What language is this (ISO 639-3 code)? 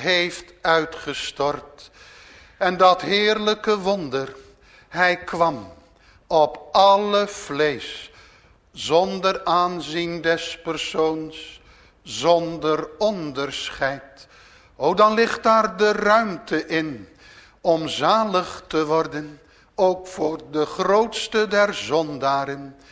nld